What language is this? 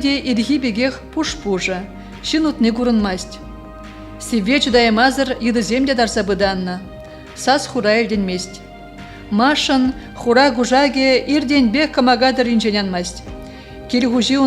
Chuvash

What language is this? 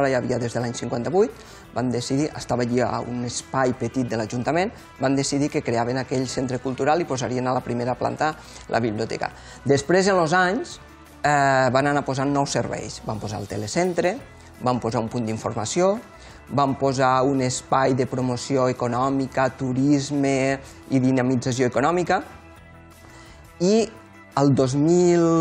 Catalan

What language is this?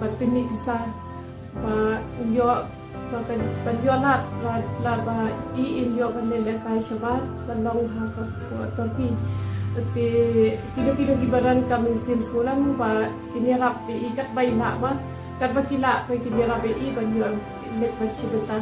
Khasi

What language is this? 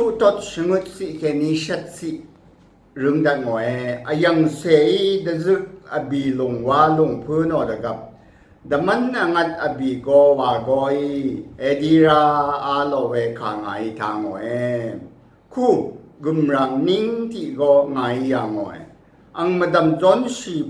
Rawang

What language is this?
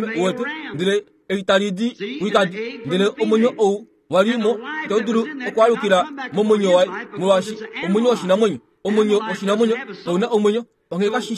Kuanyama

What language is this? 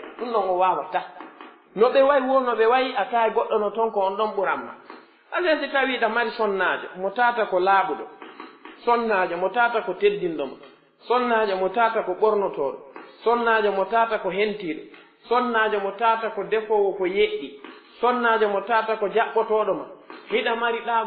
Pular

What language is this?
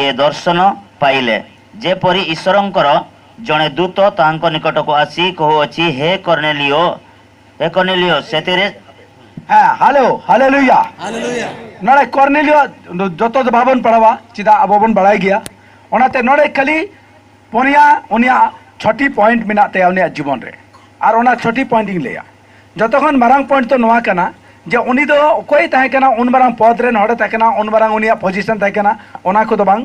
Santali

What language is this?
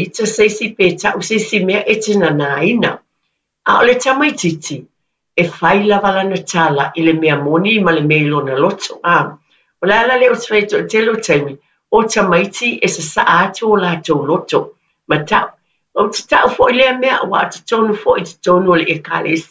Samoan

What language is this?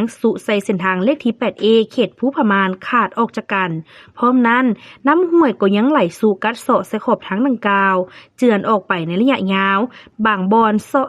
Lao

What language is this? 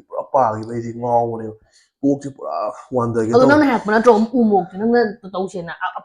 Manipuri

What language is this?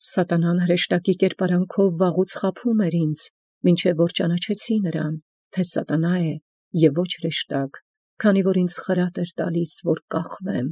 Armenian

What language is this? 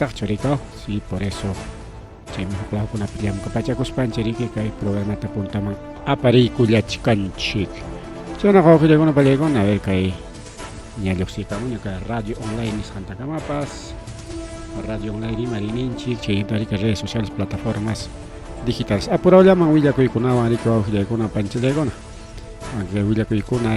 Ayacucho Quechua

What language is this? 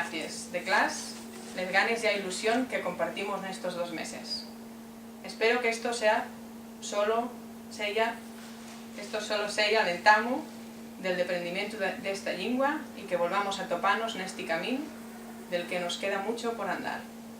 Asturian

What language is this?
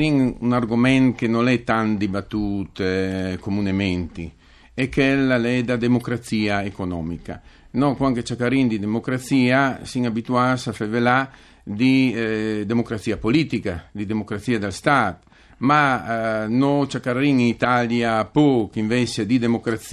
Friulian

